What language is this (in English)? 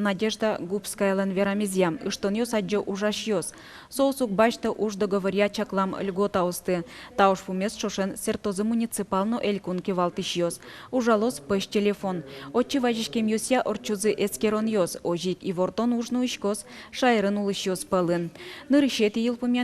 Udmurt